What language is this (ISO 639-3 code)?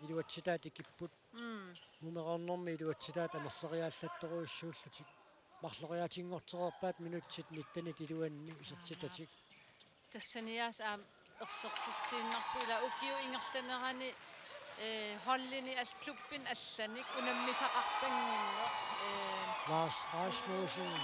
kal